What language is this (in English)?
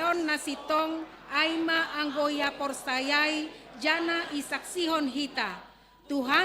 Batak Simalungun